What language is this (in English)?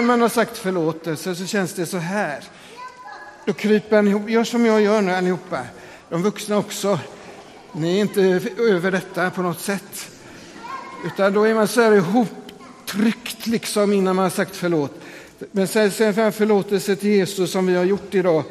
Swedish